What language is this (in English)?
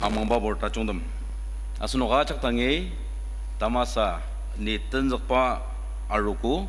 Ao Naga